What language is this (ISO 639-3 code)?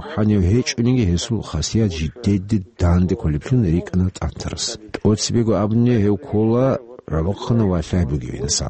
ava